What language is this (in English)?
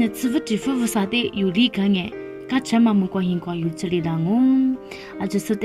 Lisu